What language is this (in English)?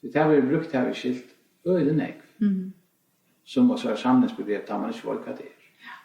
Faroese